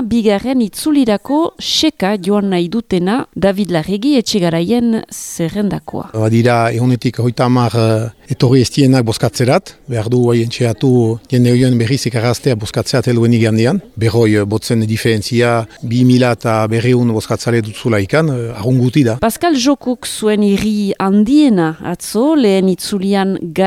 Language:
Basque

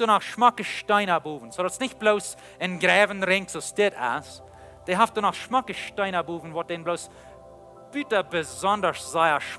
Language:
Plautdietsch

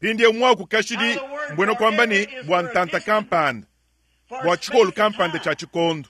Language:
Luba-Lulua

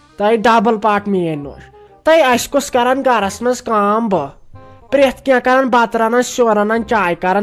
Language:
Kashmiri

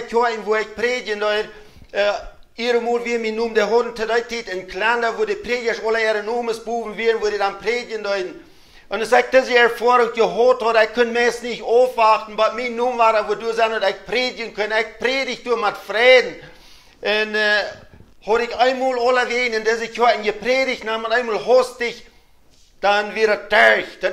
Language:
Plautdietsch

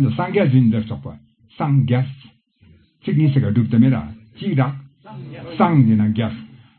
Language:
Ladakhi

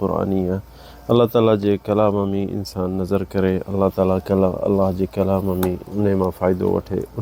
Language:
Sindhi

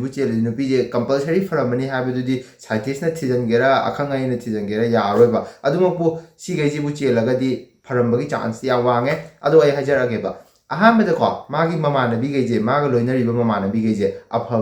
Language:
Manipuri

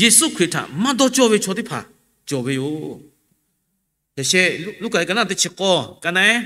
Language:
Lahu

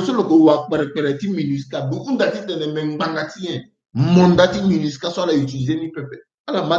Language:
Sango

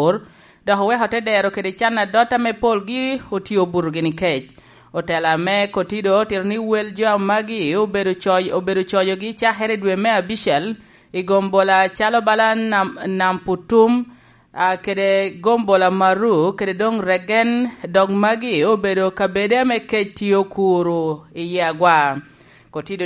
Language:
Lango (Uganda)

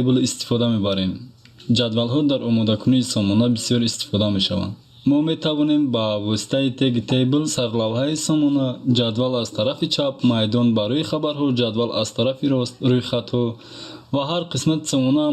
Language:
Tajik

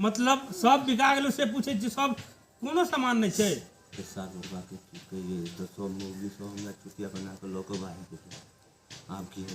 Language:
Maithili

